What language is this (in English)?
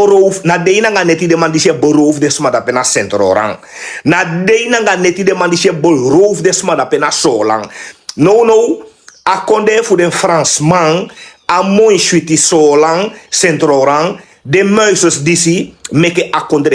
Sranan Tongo